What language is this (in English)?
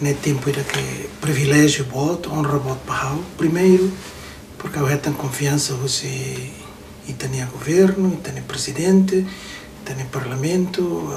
Tetum